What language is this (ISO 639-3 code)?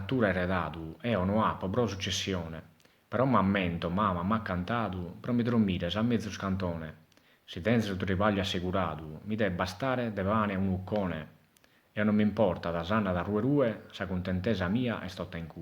srd